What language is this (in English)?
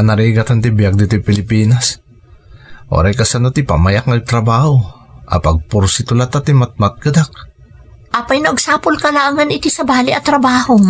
Iloko